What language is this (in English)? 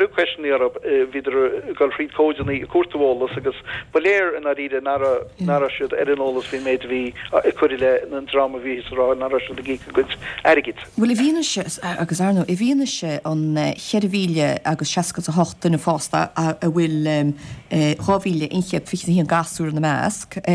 Irish